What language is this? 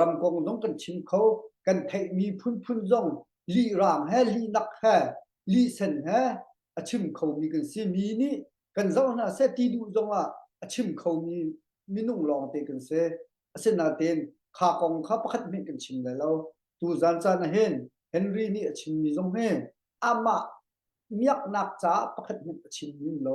Hakha Chin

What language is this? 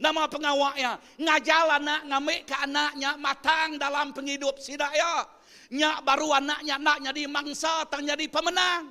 Iban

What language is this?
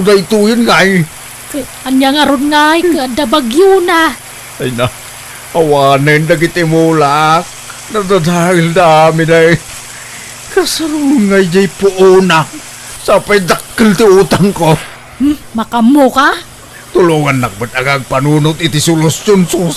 Iloko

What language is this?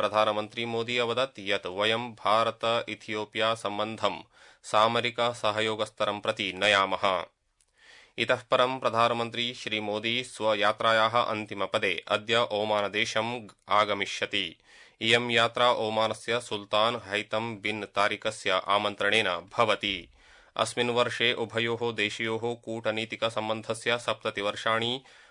Sanskrit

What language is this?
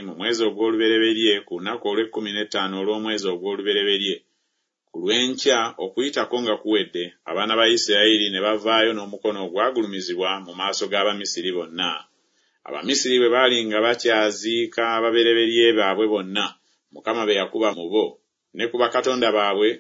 Ganda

